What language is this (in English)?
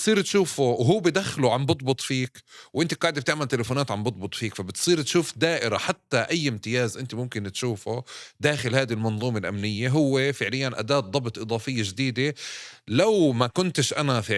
North Levantine Arabic